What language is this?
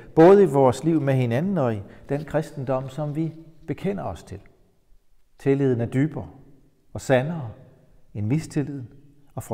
Danish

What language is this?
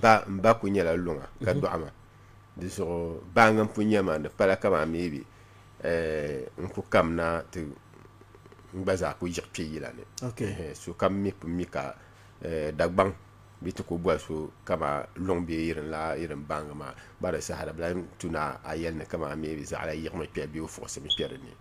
Dagbani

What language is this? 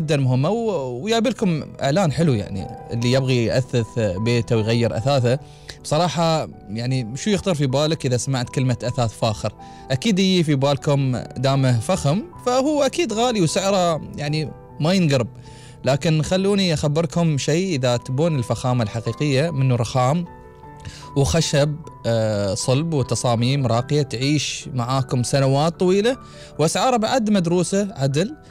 Gulf Arabic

